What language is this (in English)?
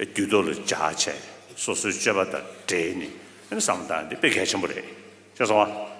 Tibetan